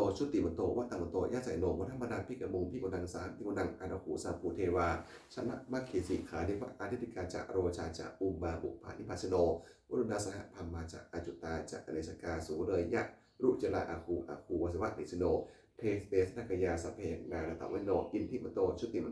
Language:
Pali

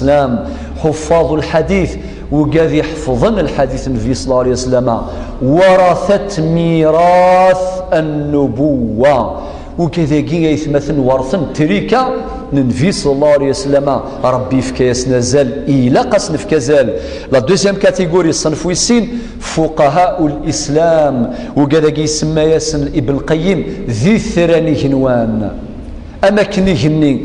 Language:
Kabyle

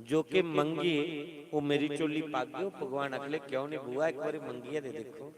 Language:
Dogri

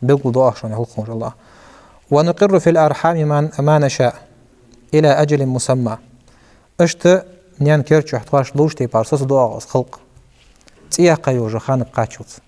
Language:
Ingush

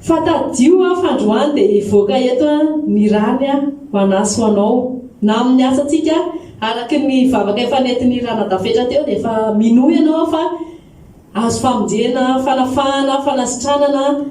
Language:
Malagasy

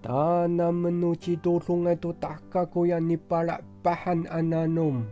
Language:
Amis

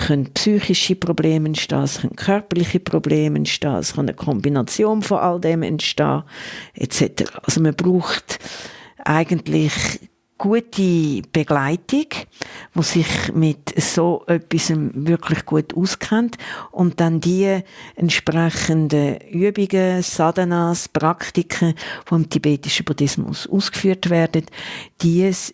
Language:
Swiss German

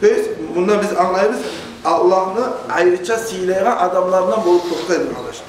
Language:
Kumyk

